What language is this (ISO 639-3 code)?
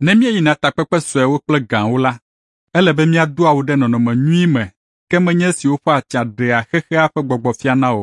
ewe